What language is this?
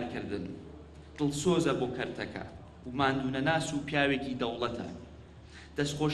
Central Kurdish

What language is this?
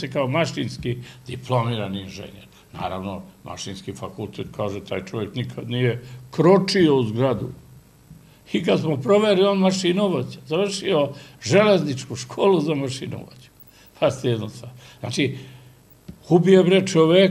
Serbian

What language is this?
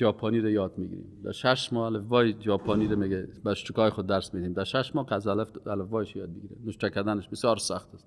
Persian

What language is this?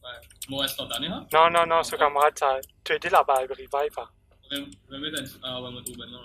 Morisyen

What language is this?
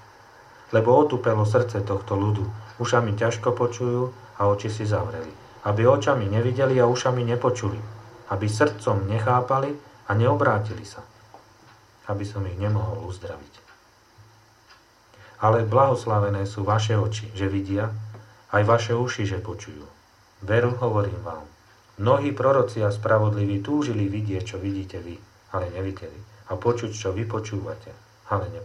Slovak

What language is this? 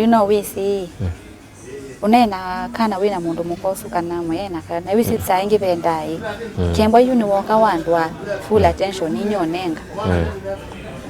Kamba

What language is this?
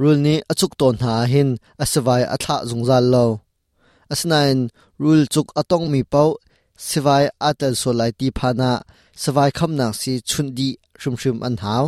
Hakha Chin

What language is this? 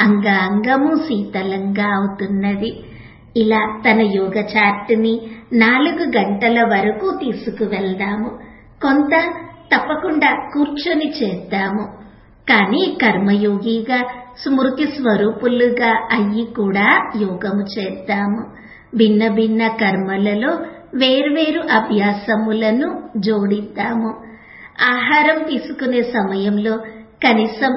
Telugu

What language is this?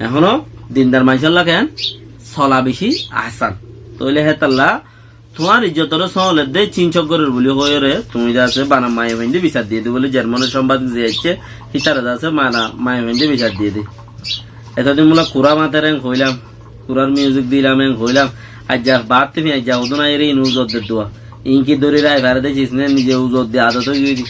Rohingya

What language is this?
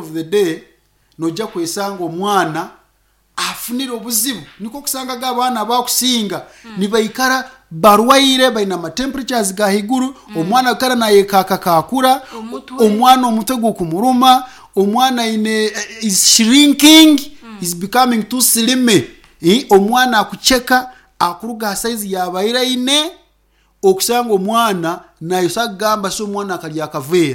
Nyankole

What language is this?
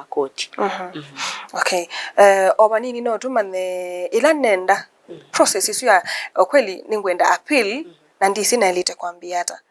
Kamba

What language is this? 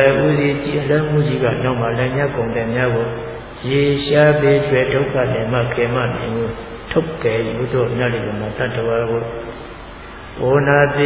Burmese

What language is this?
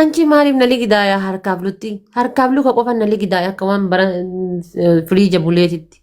Oromo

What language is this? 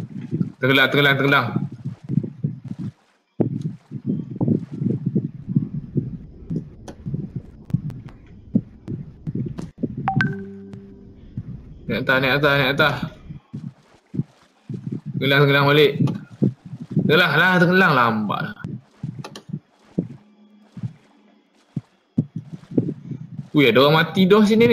Malay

